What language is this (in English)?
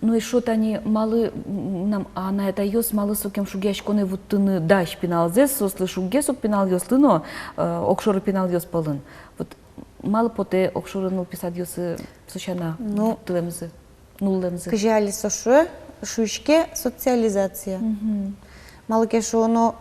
Udmurt